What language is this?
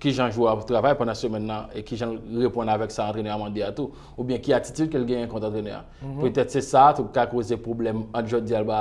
Haitian Creole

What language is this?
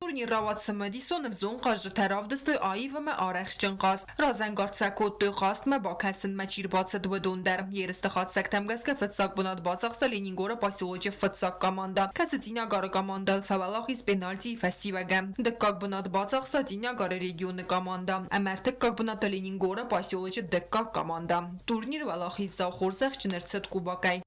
Ossetic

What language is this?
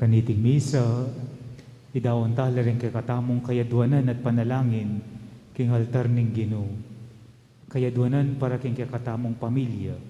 Pampanga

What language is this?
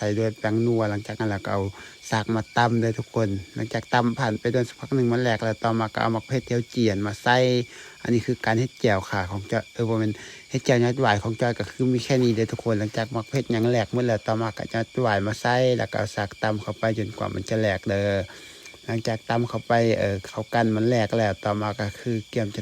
Lao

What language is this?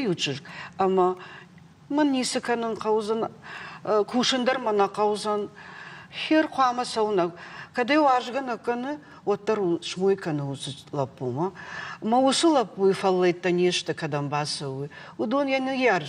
Ossetic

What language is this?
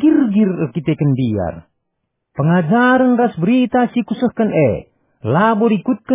Batak Karo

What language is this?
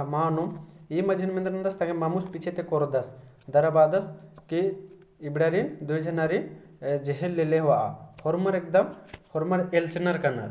Kurukh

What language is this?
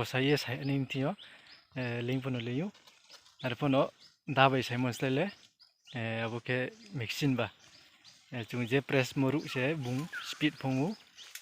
Riang (India)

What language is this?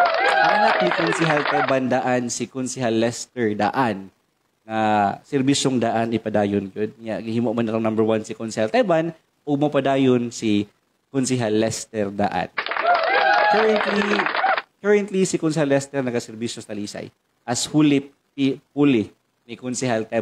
Cebuano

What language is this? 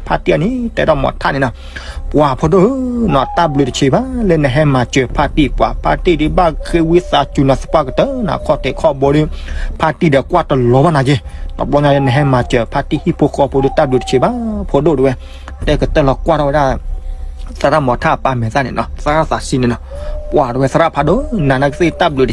S'gaw Karen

